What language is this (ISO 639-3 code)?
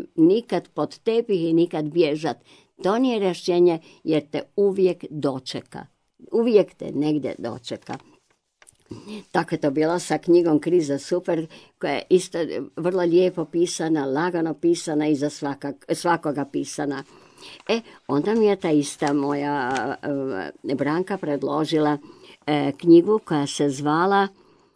hrv